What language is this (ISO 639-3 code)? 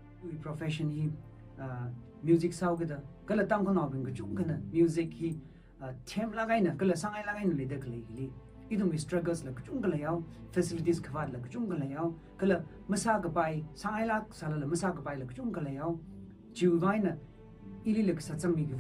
nmf